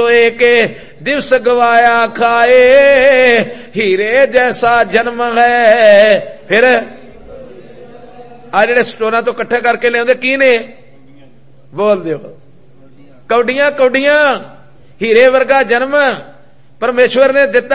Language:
Punjabi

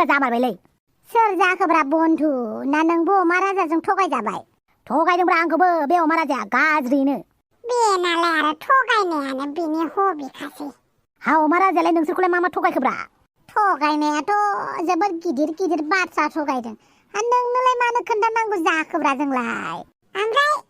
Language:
Bodo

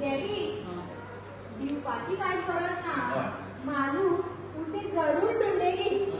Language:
Konkani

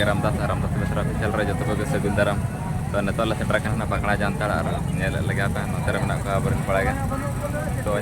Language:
Santali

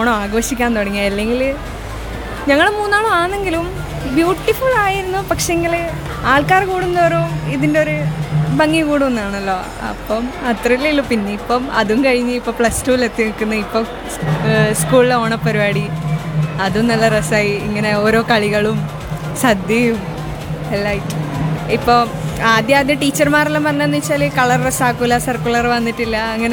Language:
Malayalam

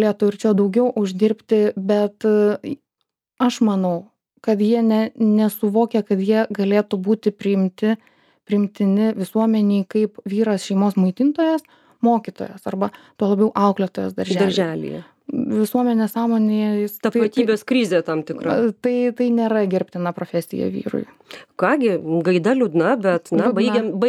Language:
Lithuanian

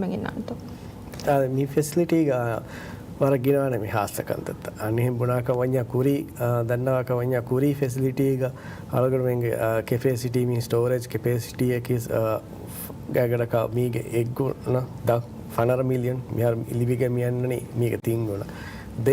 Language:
Divehi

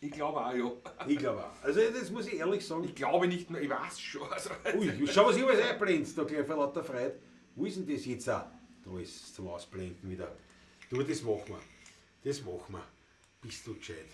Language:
Bavarian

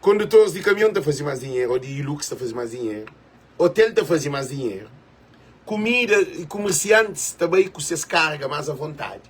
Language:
Kabuverdianu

